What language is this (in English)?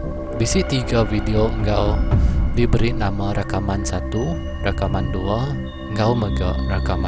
Iban